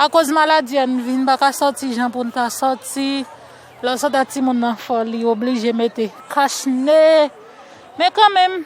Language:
Haitian Creole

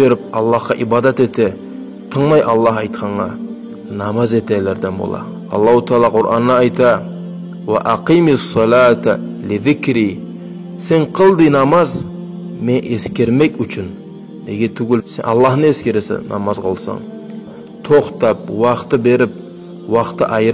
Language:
Kumyk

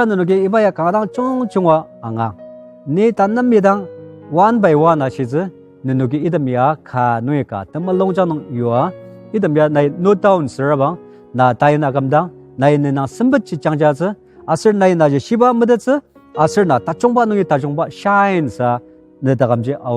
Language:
Ao Naga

